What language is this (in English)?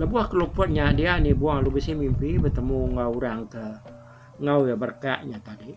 Iban